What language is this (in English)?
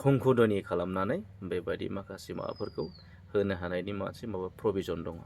Bodo